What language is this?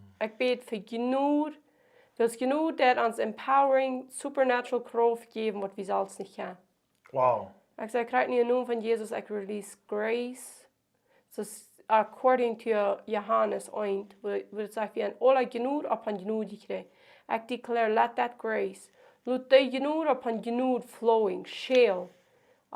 Plautdietsch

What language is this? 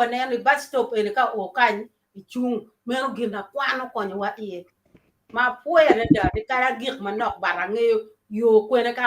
Acoli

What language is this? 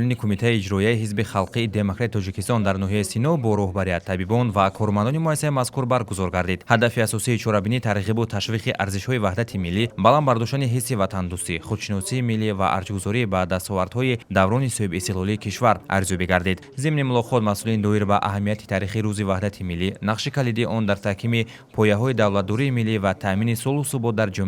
Tajik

